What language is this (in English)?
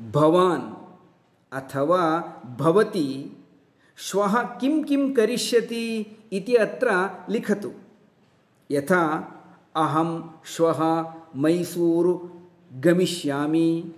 Sanskrit